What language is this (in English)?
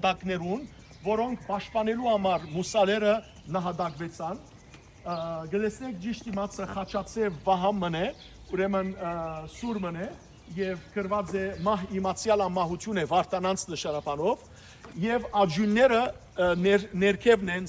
Western Armenian